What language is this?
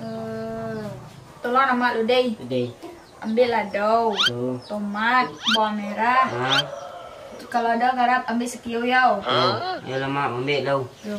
Minangkabau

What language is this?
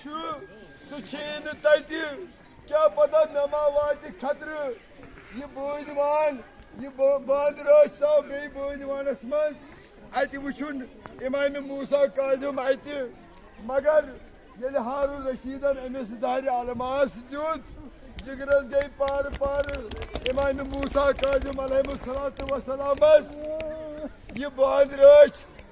Kashmiri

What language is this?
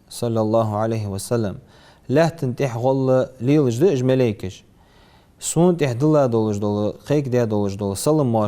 Ingush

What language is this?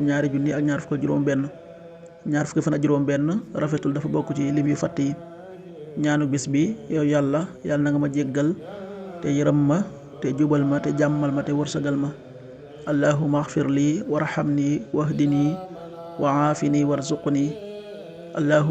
Wolof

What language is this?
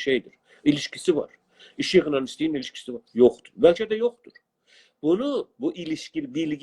South Azerbaijani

